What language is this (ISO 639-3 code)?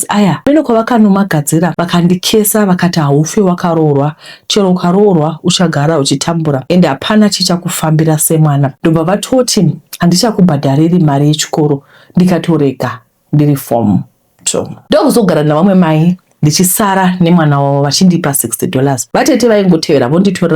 sna